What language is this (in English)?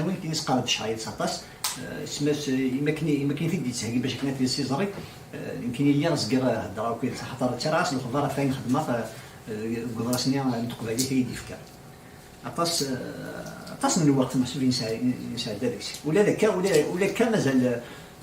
Kabyle